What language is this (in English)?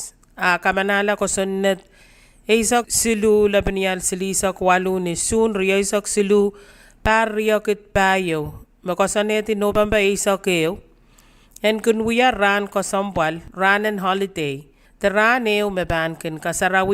Pohnpeian